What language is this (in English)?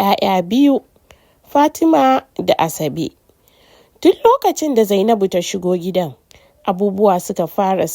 Hausa